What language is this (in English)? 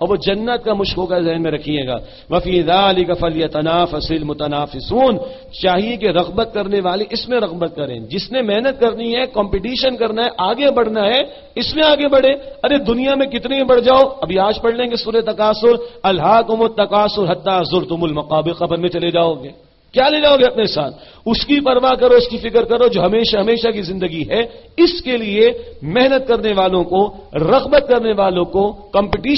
Urdu